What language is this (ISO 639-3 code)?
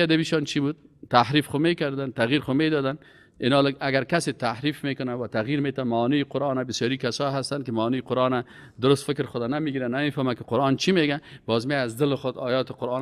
fas